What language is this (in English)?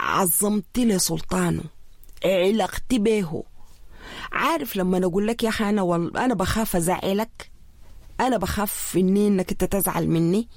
Sudanese Arabic